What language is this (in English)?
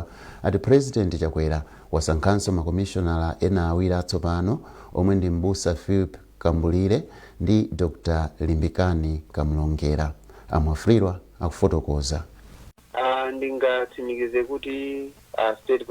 Nyanja